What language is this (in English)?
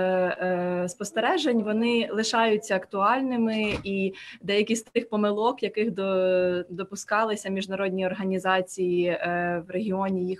Ukrainian